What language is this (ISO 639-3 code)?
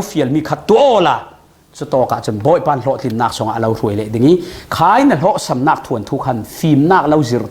cfm